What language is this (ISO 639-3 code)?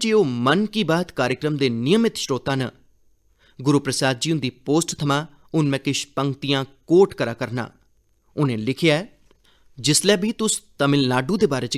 doi